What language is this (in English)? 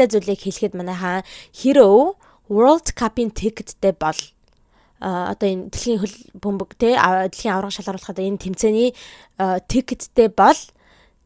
Mongolian